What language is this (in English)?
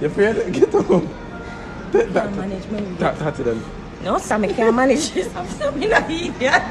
Jamaican Creole English